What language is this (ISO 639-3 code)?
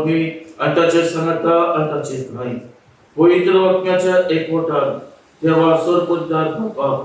kok